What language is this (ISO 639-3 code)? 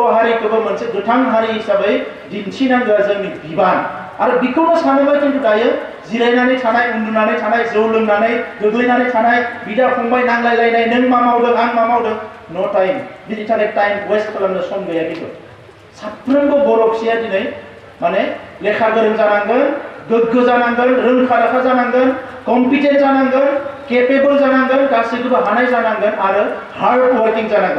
brx